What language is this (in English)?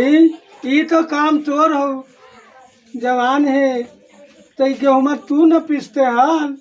Magahi